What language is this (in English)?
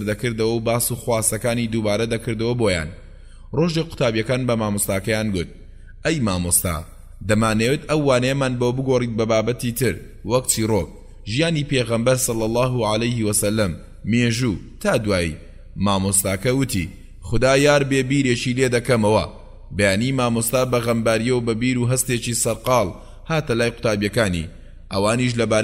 Central Kurdish